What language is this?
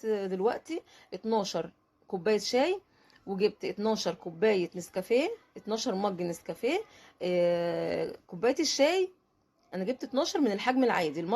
Egyptian Arabic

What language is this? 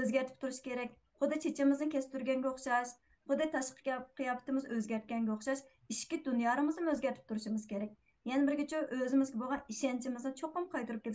Uyghur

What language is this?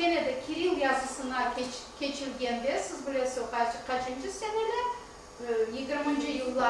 Crimean Tatar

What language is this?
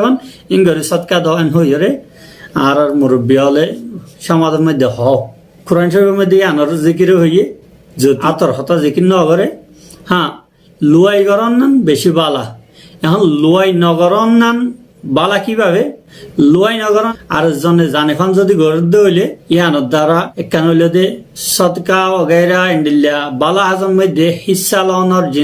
Rohingya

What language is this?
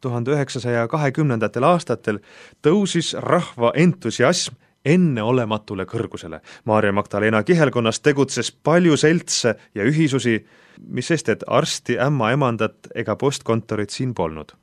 Estonian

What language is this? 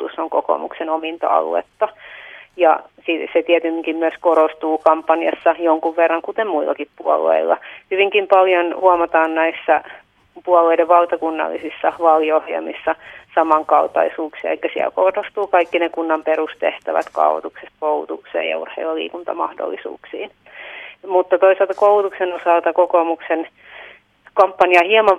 Finnish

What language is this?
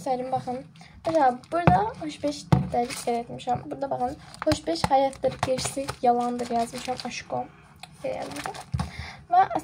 Azerbaijani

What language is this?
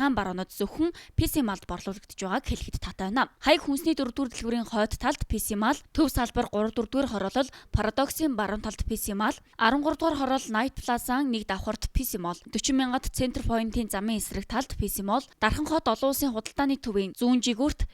Mongolian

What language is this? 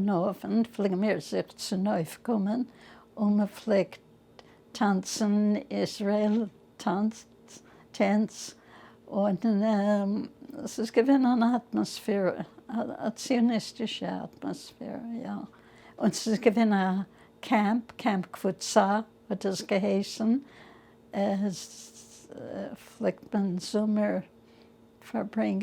Yiddish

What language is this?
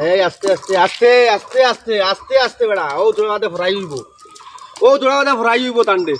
Sylheti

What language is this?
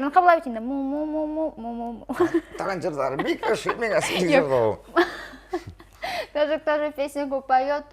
Tatar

